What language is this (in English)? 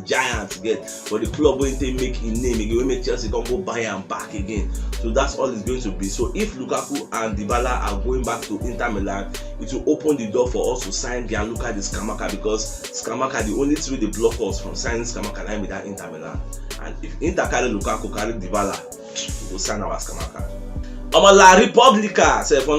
Nigerian Pidgin